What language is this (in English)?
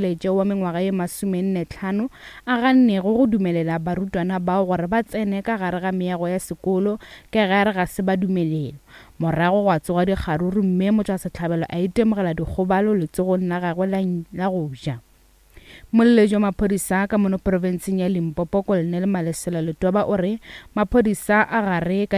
Northern Sotho